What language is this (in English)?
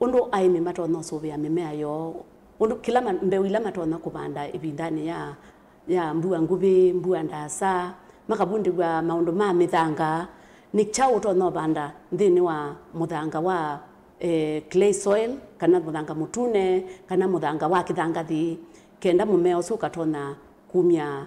Kamba